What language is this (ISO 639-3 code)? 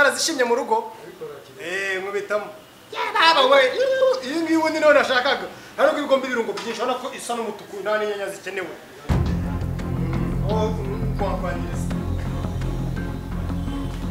kin